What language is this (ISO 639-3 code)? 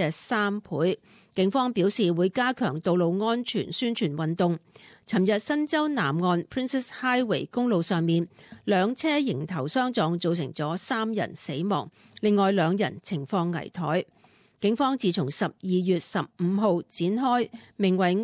yue